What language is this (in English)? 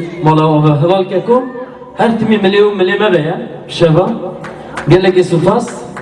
Kurdish